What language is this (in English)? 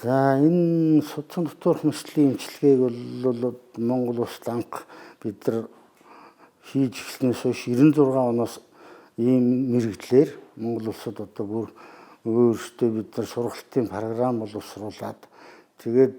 Mongolian